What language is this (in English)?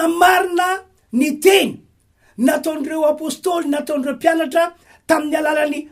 Malagasy